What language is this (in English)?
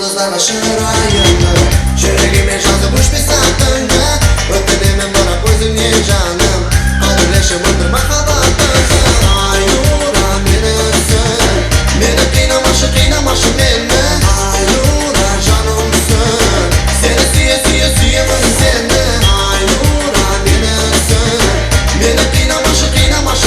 Kara-Kalpak